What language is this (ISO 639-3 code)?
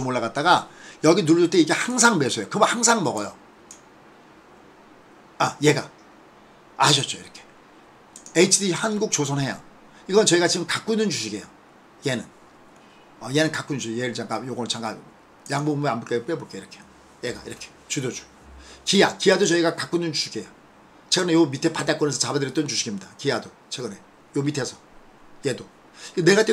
kor